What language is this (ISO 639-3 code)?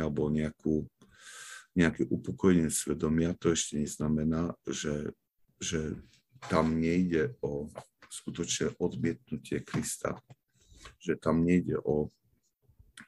slk